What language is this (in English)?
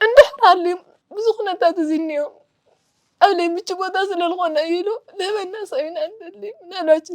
Tigrinya